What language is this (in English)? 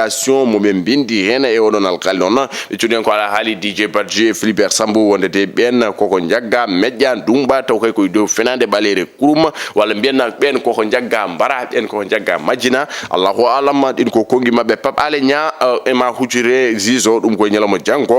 Fula